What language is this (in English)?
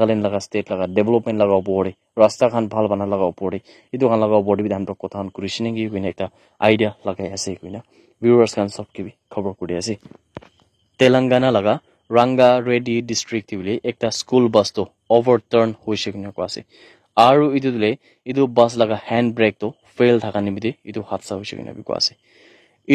Naga Pidgin